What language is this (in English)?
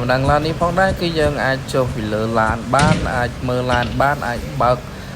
Khmer